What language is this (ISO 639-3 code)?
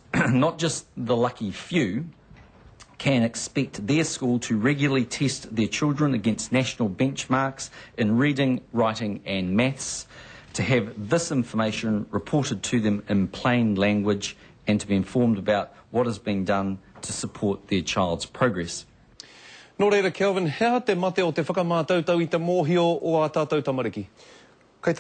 mri